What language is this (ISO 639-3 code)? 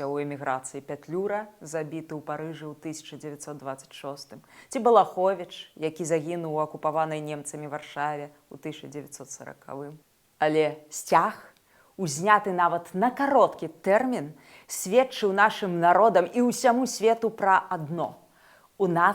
bel